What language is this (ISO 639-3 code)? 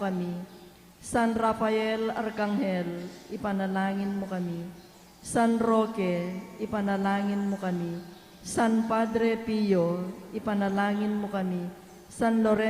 pam